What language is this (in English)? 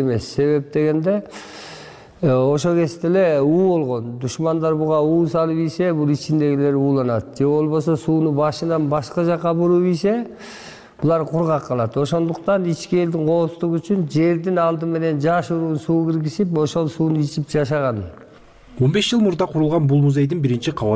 Kyrgyz